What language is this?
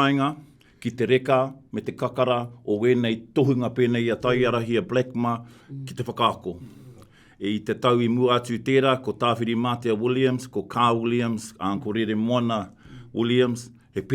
Māori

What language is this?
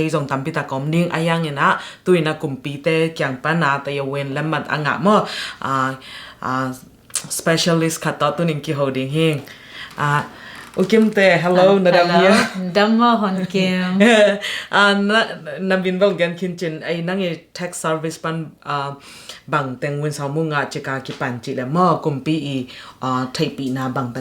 Tedim Chin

